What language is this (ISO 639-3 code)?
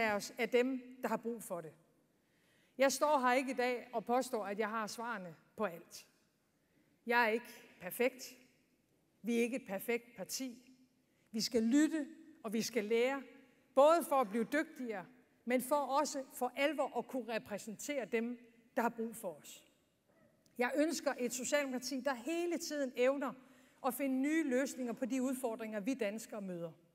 dan